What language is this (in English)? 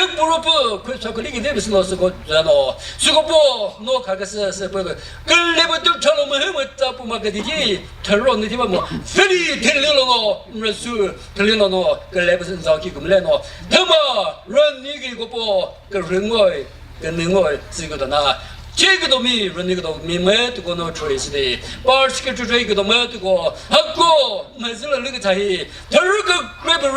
Chokri Naga